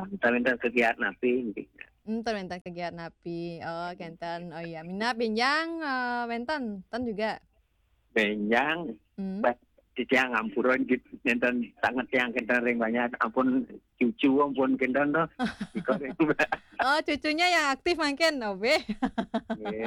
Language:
Balinese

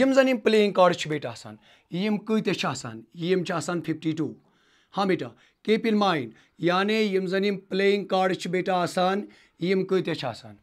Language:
Kashmiri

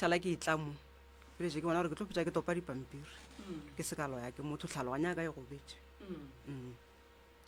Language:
Northern Sotho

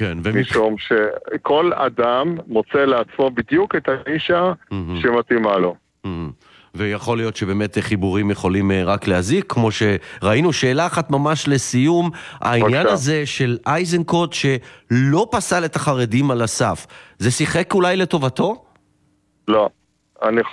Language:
Hebrew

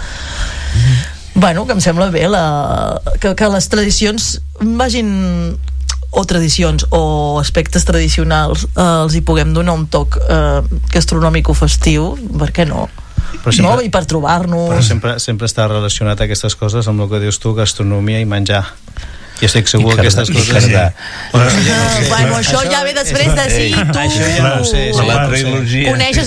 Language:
Catalan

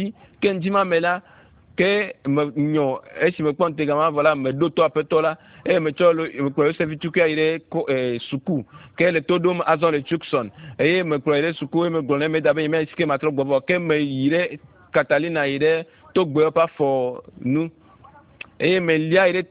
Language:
Ewe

